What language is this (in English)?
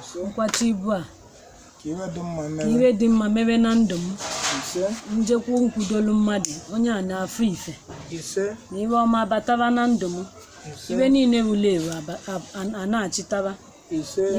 Igbo